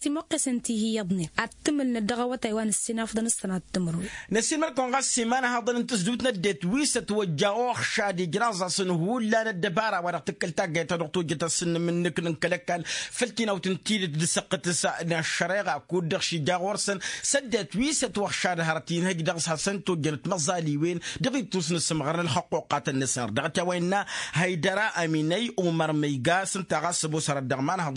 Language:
Tamasheq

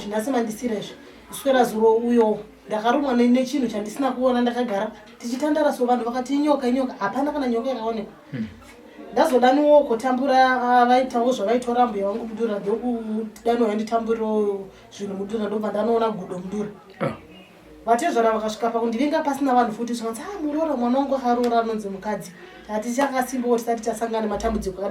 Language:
Shona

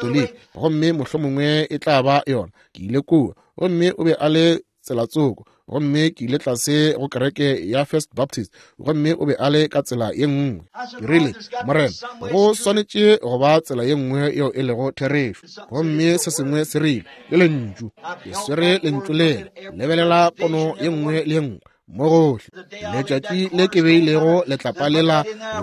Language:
Northern Sotho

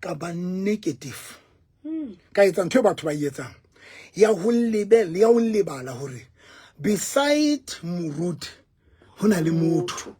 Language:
Southern Sotho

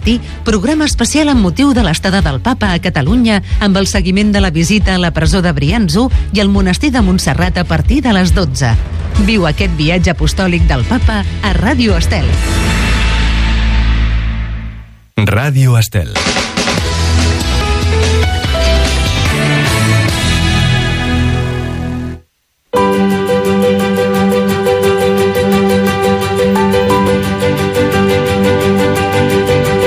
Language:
Catalan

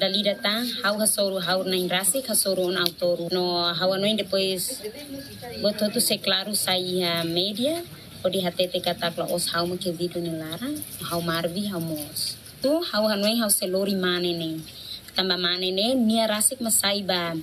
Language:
Tetum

